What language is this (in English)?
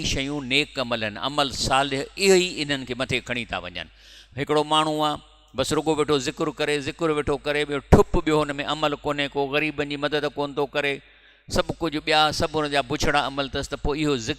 Sindhi